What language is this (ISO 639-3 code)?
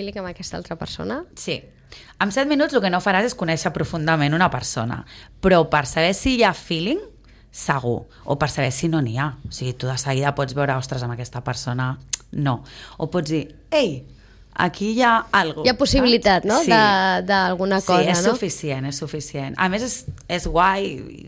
cat